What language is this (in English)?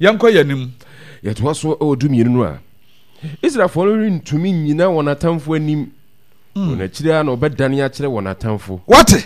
Akan